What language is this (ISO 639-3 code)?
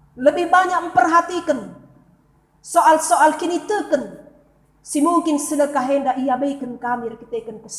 btx